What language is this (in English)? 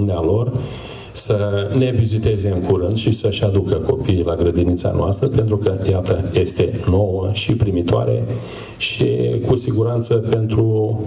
Romanian